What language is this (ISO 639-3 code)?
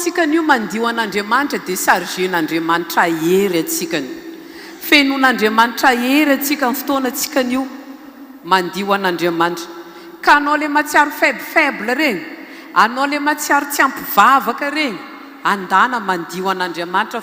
mlg